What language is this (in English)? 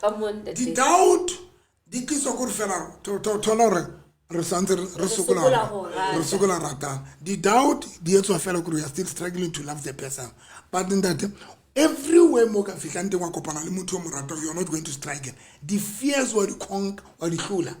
Southern Sotho